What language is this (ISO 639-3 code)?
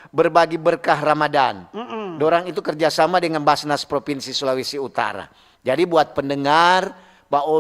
xmm